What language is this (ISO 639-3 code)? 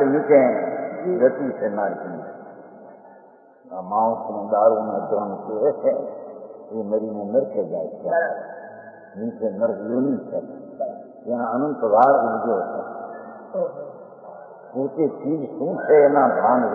guj